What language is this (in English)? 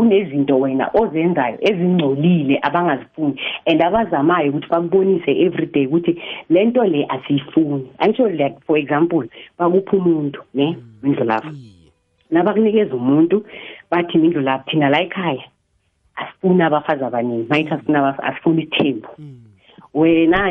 South Ndebele